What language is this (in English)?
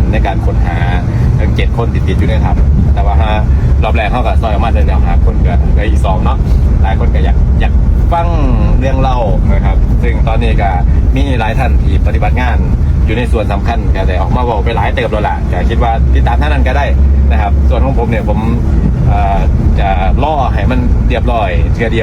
Northeastern Thai